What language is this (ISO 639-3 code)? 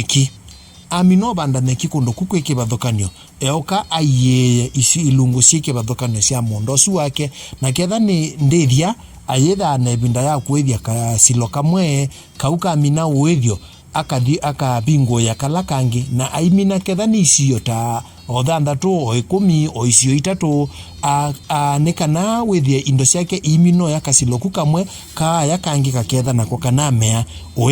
kam